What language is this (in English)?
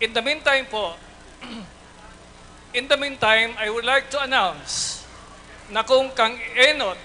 Bikol